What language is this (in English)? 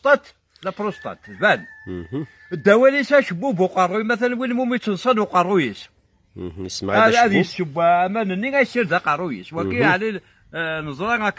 Kabyle